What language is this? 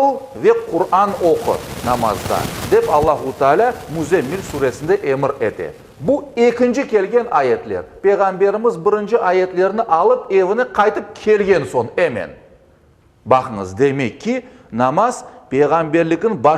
Crimean Tatar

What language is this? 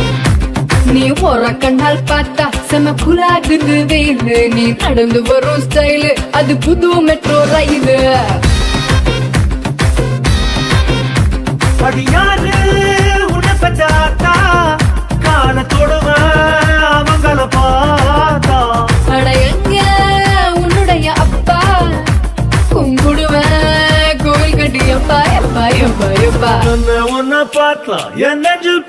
Tamil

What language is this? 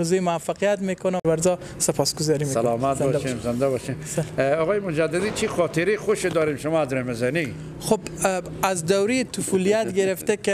Persian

